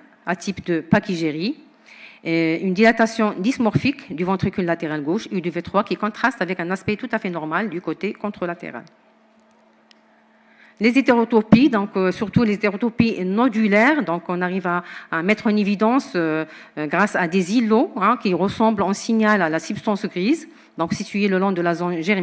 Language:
French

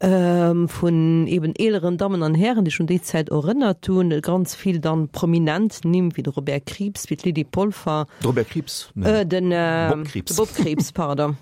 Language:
Luxembourgish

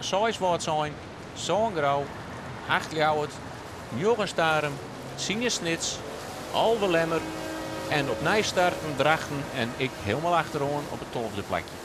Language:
Western Frisian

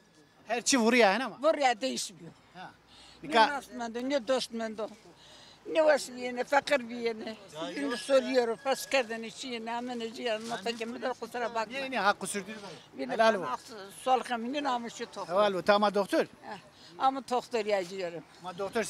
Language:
Zaza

